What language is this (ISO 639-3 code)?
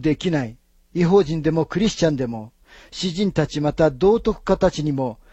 jpn